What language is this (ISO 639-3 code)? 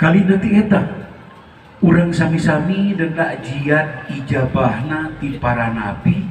sun